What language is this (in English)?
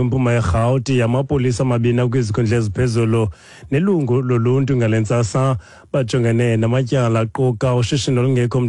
Xhosa